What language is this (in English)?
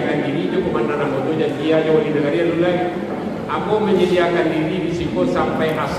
Minangkabau